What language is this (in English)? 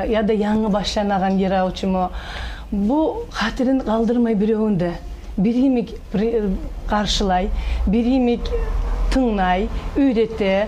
Kumyk